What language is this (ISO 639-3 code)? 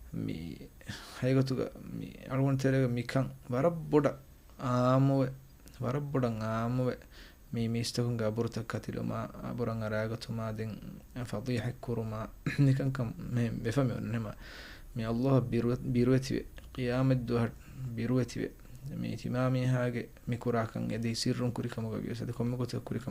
div